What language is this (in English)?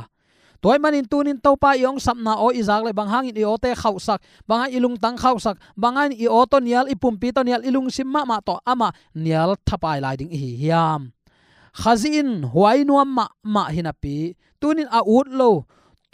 Tedim Chin